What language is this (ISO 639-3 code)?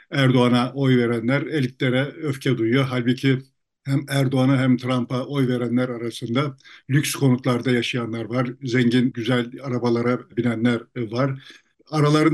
tur